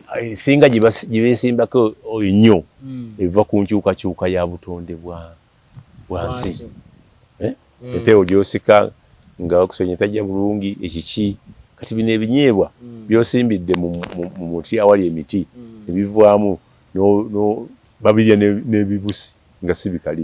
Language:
Ganda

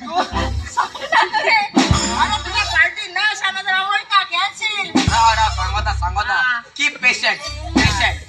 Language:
Konkani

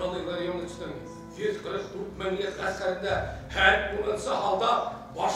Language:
Bashkir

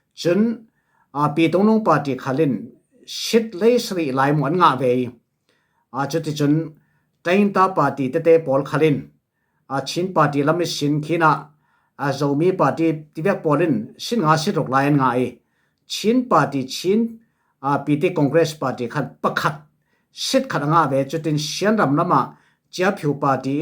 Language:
Falam Chin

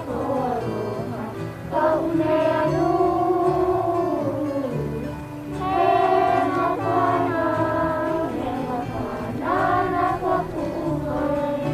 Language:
Hawaiian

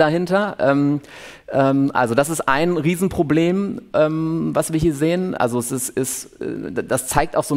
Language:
German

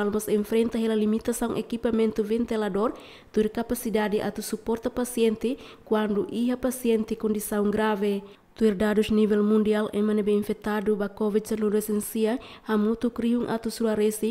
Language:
Tetum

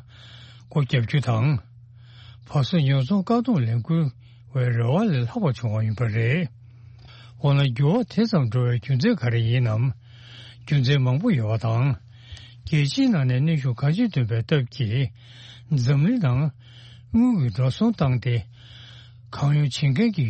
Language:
Tibetan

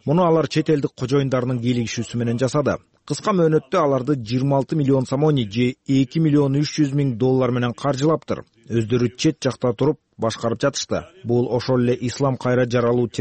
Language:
Kyrgyz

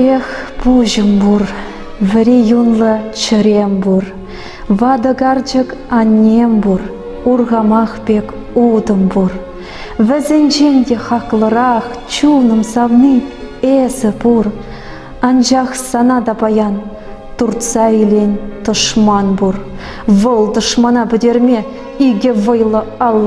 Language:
Chuvash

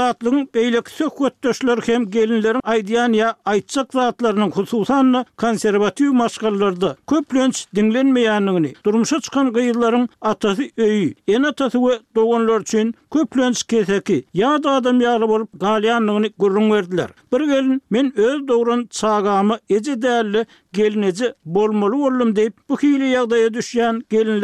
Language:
Turkmen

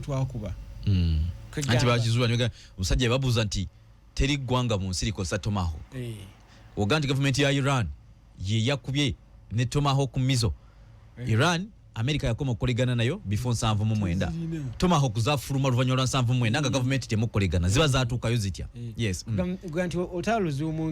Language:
Ganda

